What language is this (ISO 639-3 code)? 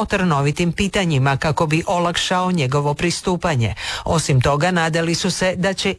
hrv